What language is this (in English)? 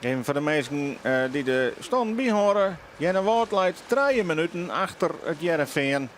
Western Frisian